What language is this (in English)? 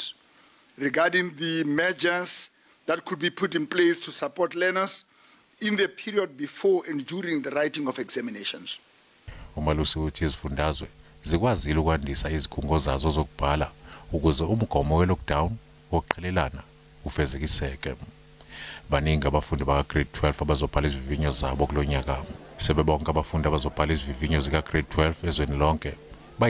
Zulu